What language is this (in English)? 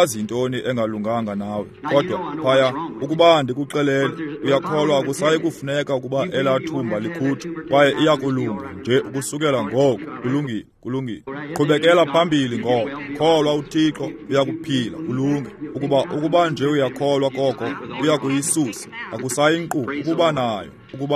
Xhosa